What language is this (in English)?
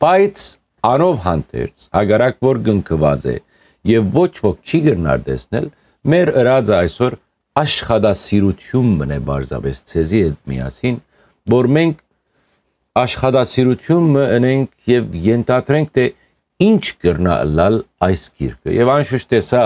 Western Armenian